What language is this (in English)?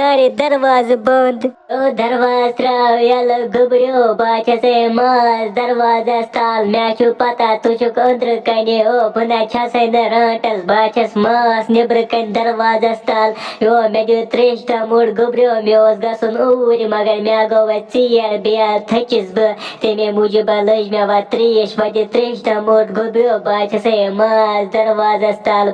Kashmiri